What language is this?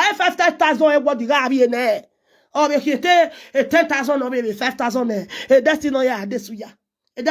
Nigerian Pidgin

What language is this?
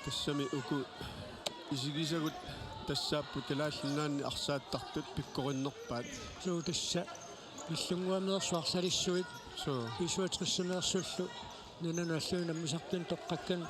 Kalaallisut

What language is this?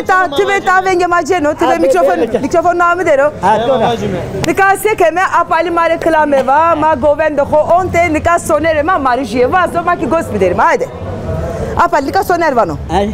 Zaza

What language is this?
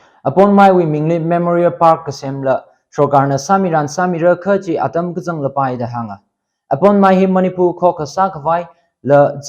Tangkhul Naga (India)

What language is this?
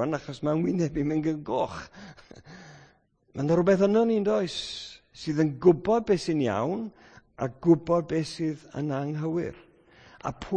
Welsh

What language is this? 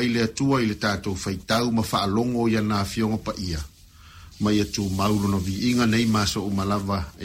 Samoan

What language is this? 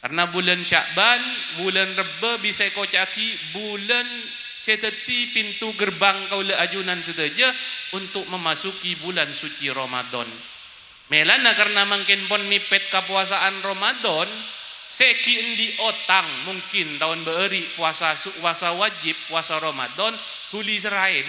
Madurese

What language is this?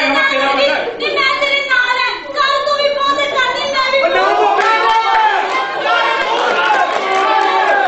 Punjabi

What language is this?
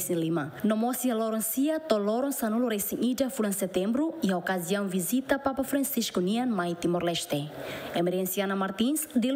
Tetum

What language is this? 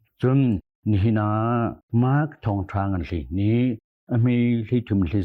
Hakha Chin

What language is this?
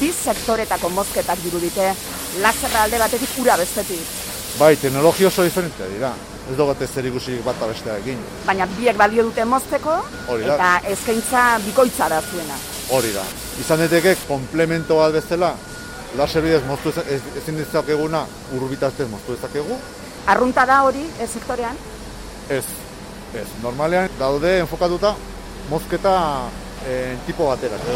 Basque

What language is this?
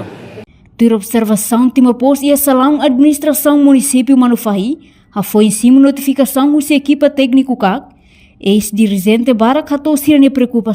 Tetum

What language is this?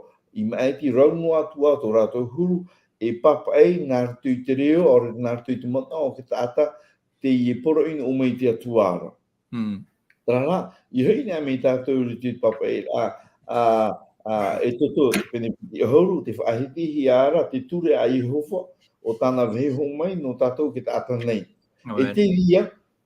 Tahitian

